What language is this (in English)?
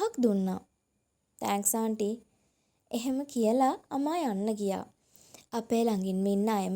Sinhala